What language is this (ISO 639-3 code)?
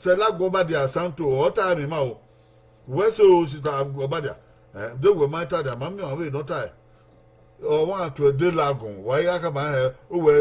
bin